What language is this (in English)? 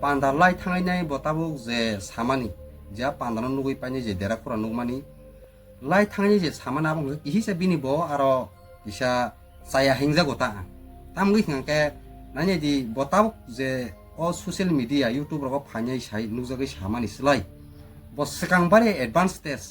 Kok Borok